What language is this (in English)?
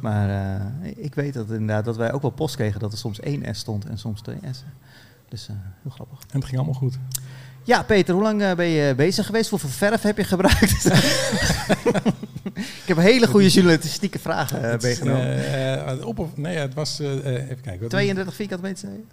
Dutch